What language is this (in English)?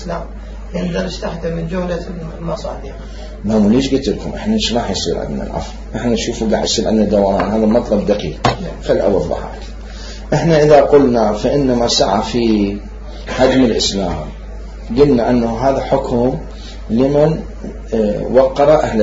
Mesopotamian Arabic